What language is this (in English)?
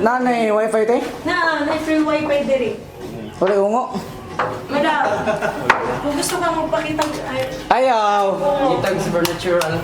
Cebuano